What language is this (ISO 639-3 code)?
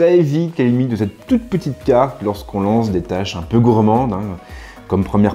fra